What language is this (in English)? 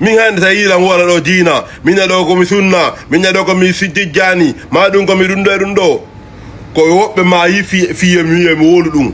Fula